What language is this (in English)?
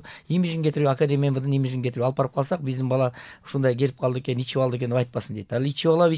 Kyrgyz